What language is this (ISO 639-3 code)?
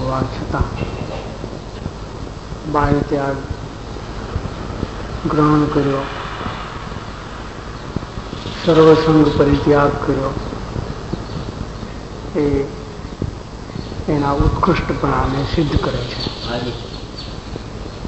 guj